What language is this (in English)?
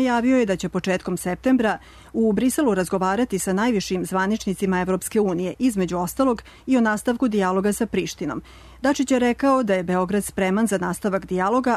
Serbian